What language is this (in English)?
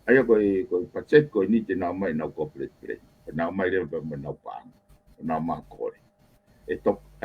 Tongan